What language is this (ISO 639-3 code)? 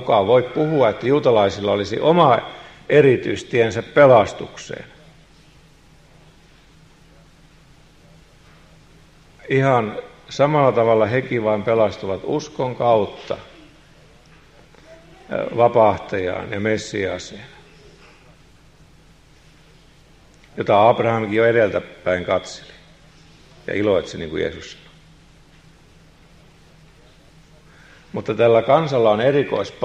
fin